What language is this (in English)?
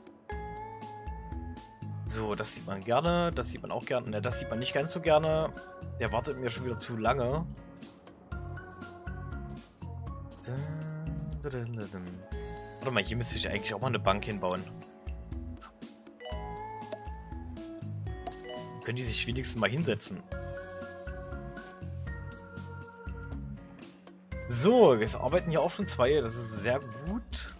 German